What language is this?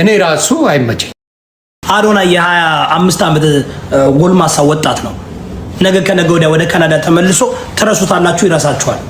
Amharic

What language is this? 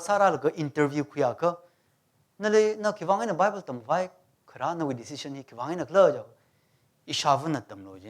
Tangkhul Naga (India)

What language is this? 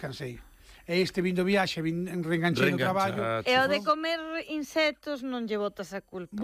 Galician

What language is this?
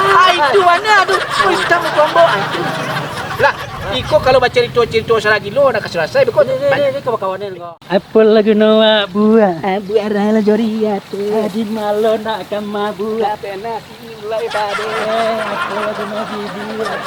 Minangkabau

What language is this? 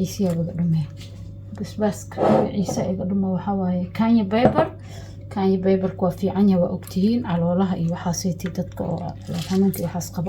Somali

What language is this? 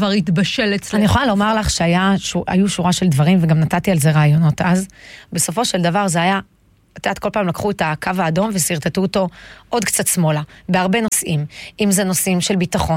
Hebrew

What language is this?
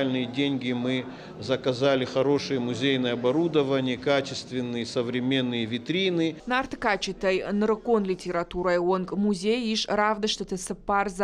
Ossetic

